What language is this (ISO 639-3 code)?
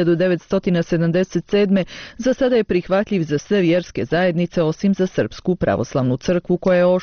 bos